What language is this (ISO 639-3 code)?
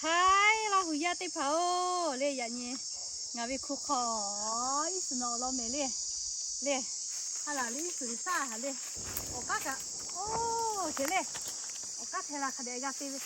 lhu